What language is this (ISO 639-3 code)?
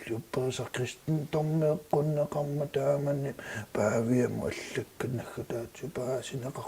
kal